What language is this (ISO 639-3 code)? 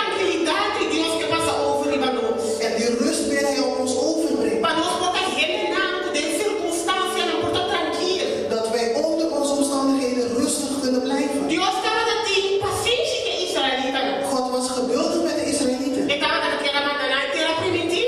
pap